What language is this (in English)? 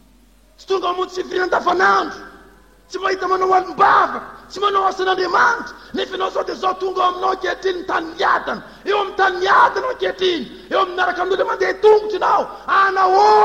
Malagasy